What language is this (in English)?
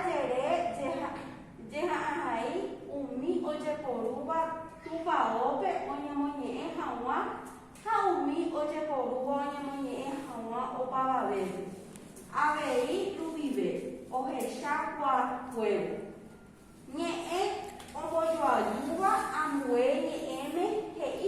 Guarani